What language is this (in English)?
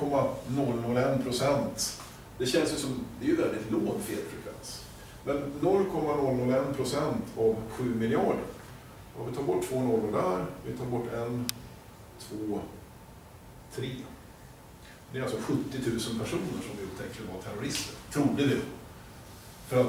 Swedish